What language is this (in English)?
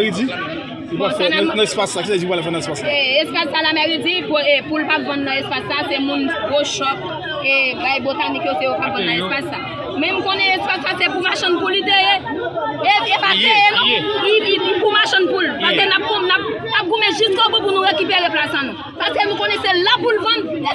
Haitian Creole